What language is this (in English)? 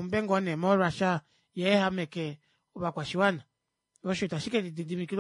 Kuanyama